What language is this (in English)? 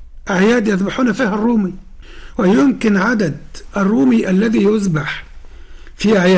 Arabic